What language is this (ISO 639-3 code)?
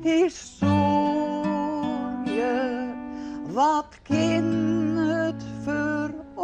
fry